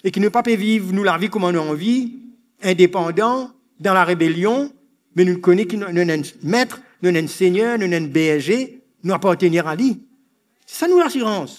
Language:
Morisyen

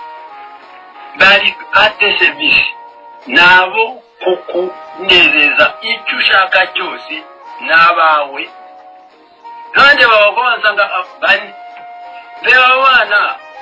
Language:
Kinyarwanda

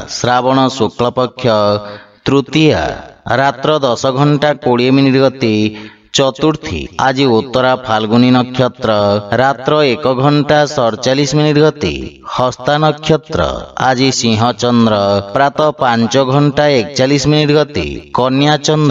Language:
Odia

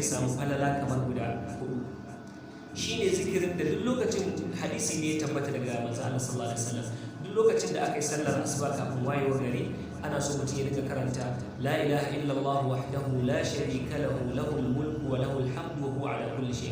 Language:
Hausa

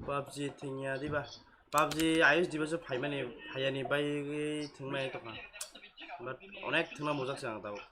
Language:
Kok Borok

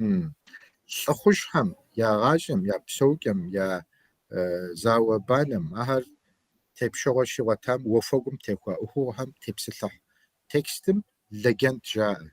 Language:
Kabardian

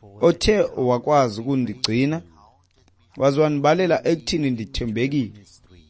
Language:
Xhosa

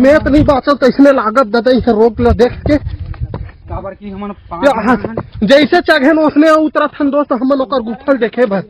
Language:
Chhattisgarhi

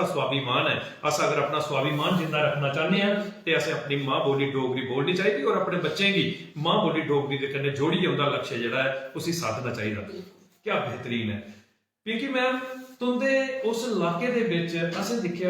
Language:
Dogri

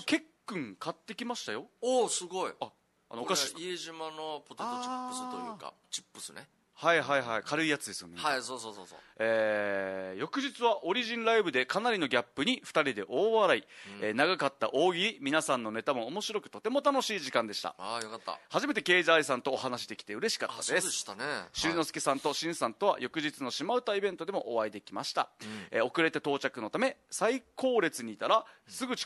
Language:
Japanese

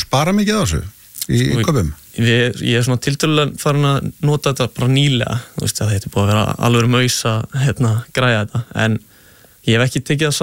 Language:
Icelandic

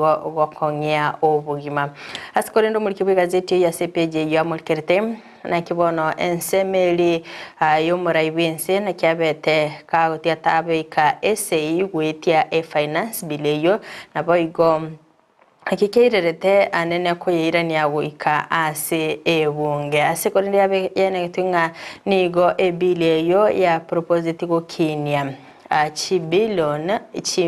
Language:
Gusii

